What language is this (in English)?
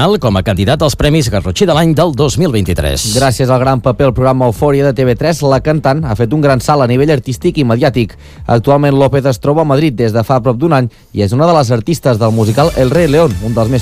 Catalan